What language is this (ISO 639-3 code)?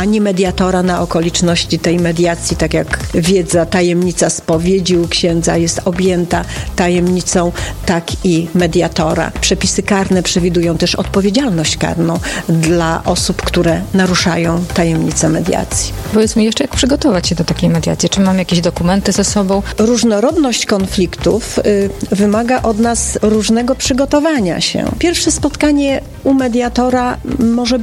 pol